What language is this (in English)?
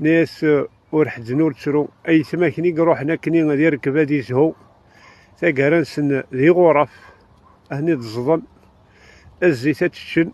Kabyle